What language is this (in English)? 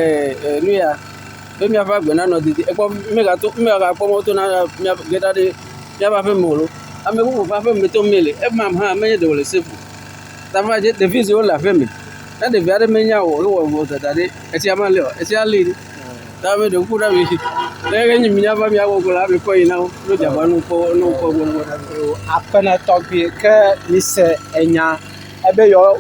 Ewe